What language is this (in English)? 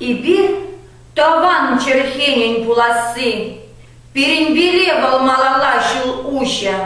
Chuvash